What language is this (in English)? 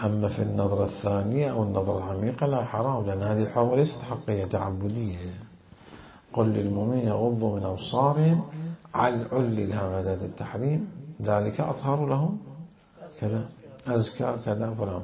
Mesopotamian Arabic